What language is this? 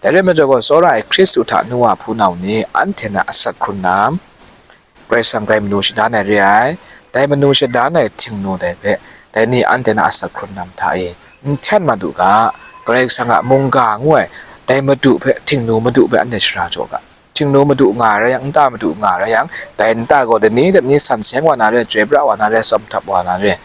Kachin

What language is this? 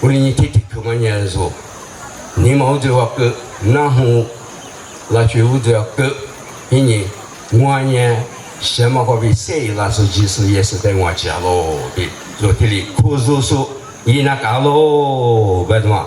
Lisu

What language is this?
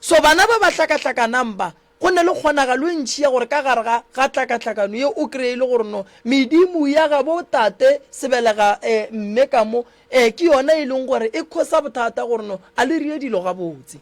Northern Sotho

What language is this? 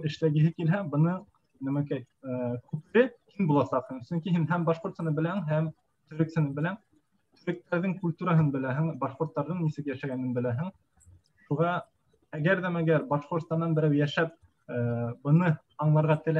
Bashkir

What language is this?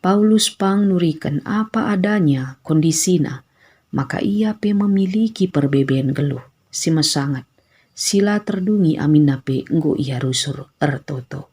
Batak Karo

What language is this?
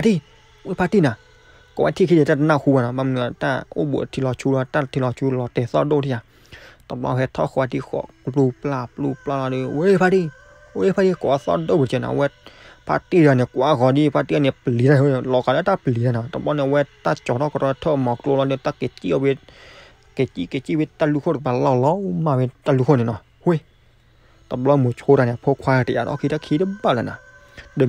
S'gaw Karen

